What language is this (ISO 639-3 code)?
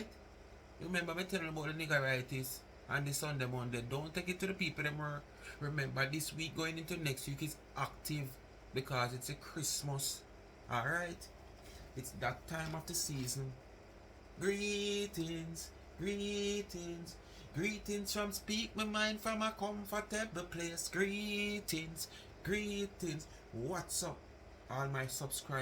jam